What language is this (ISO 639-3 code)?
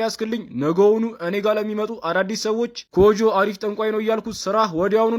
amh